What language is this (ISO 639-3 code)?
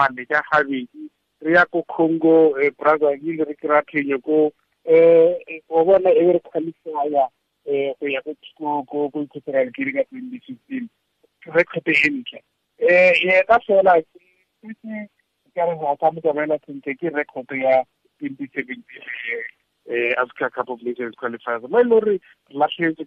tsn